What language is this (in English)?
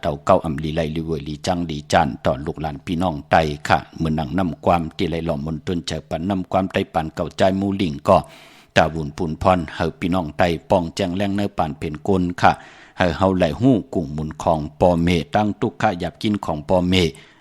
Shan